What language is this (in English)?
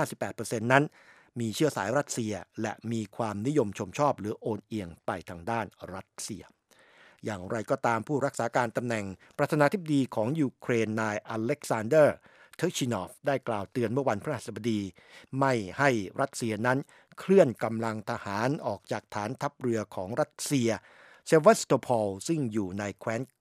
Thai